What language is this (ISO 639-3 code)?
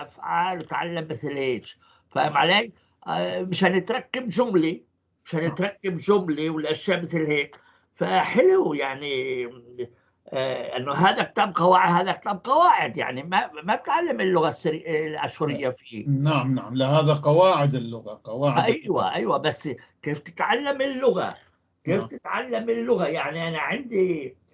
apc